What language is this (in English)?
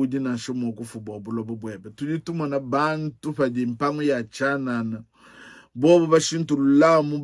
Luba-Lulua